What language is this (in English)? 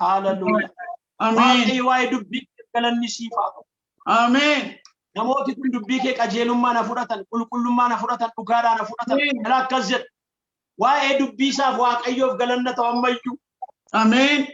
Oromo